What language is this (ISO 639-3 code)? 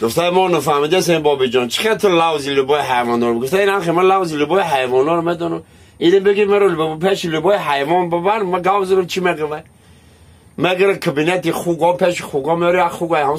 tgk